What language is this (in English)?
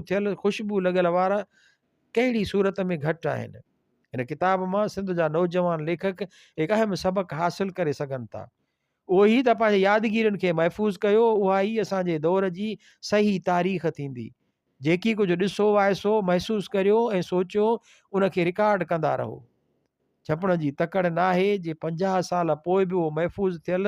Sindhi